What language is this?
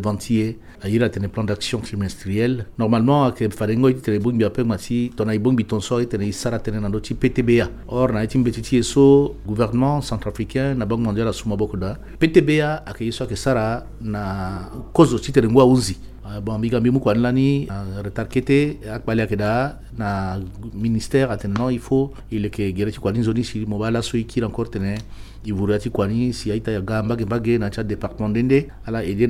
Sango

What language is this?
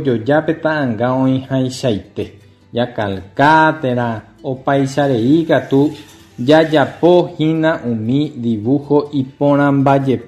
Guarani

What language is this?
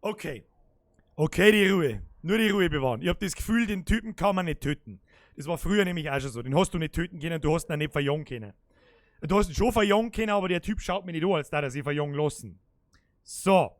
Bavarian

